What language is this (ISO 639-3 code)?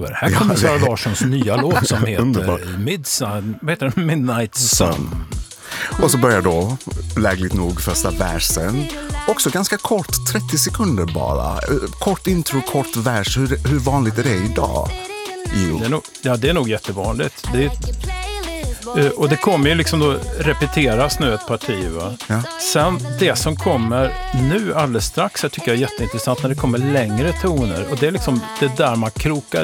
swe